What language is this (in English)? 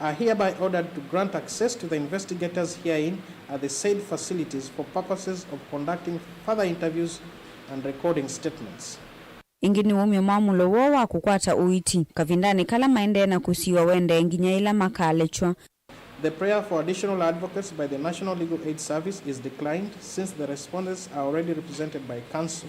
Kamba